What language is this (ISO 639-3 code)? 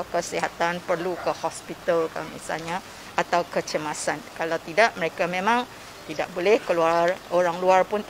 msa